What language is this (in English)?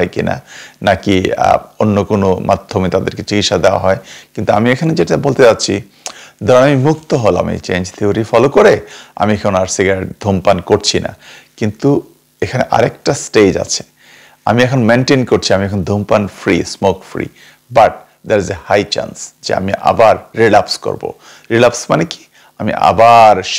Bangla